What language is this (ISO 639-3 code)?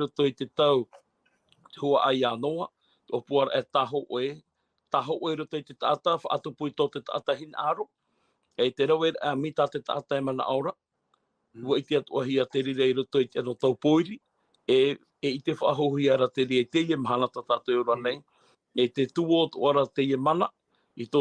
tah